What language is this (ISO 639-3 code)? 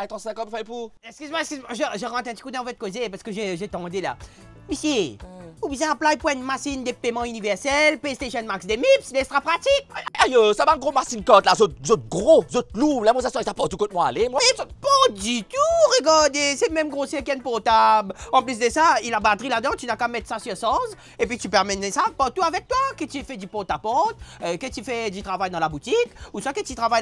mfe